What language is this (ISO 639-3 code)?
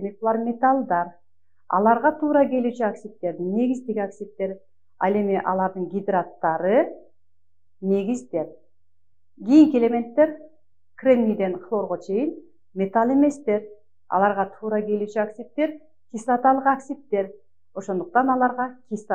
kir